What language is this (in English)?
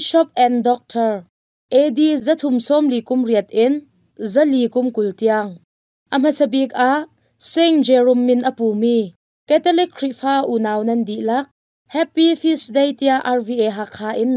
Hakha Chin